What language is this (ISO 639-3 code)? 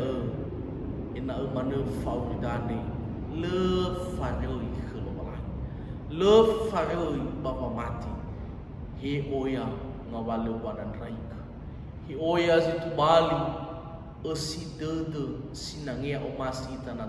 nia